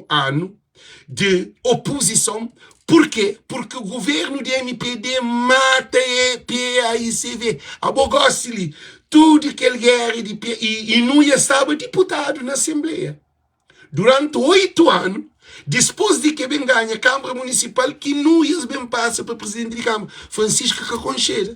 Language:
Kabuverdianu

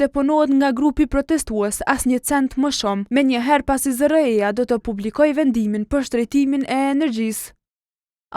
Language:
Albanian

